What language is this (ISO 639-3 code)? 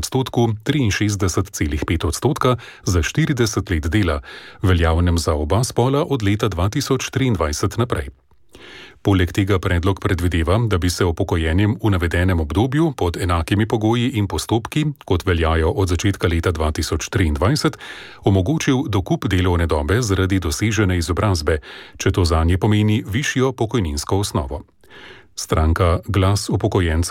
slv